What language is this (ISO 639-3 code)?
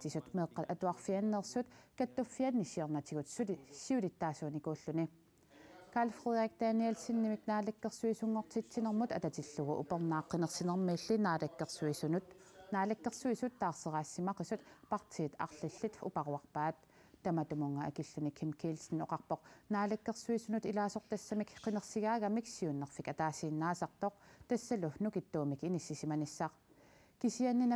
kal